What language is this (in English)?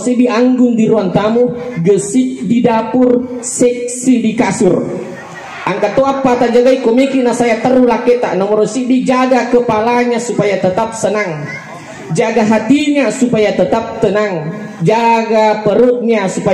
Buginese